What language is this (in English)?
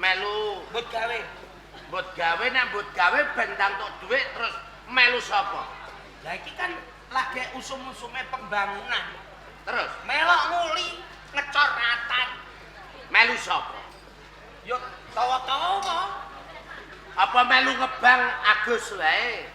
Javanese